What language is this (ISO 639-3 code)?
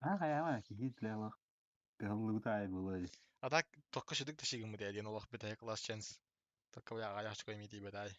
sah